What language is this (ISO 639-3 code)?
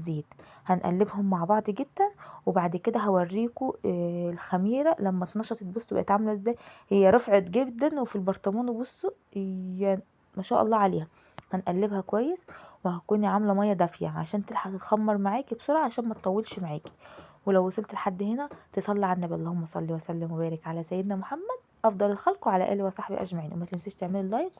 arz